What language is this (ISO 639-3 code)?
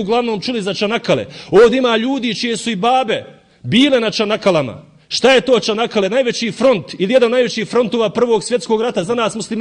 bos